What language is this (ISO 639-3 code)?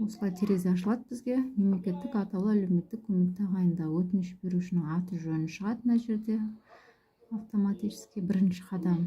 kaz